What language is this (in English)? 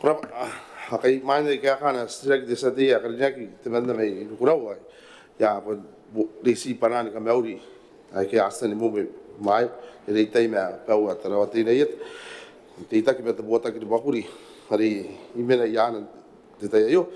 Gilbertese